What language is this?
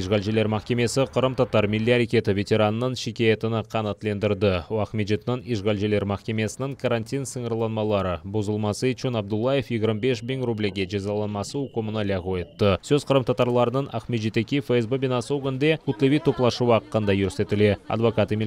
Crimean Tatar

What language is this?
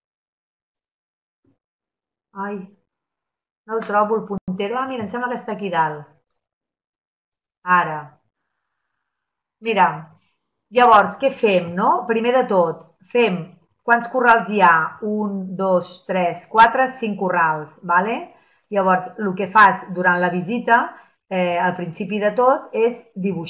Catalan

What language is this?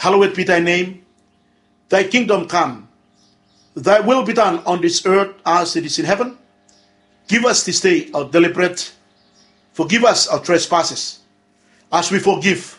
Bislama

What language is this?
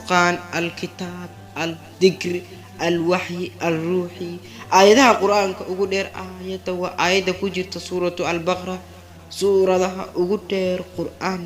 Somali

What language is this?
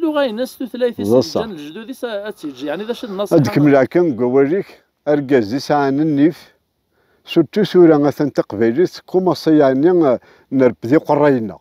Kabyle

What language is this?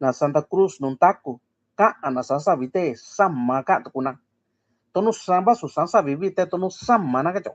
Mixtepec Mixtec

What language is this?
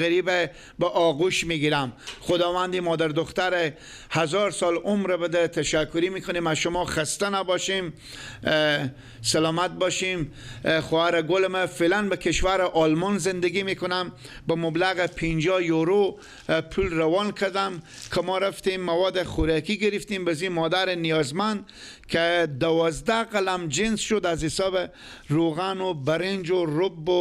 Persian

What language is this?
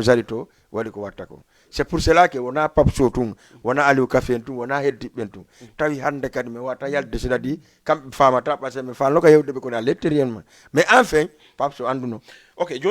Fula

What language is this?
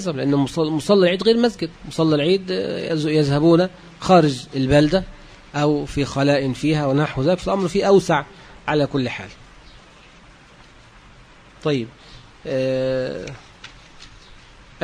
Arabic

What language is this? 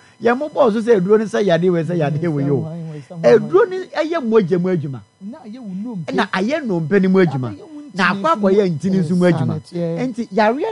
Akan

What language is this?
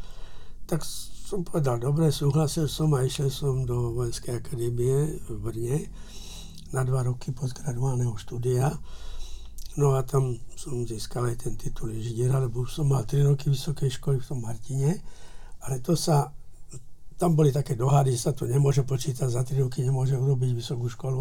Slovak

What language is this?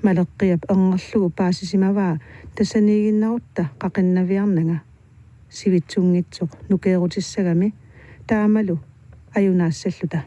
Kalaallisut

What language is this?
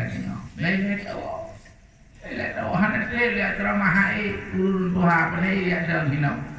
Achinese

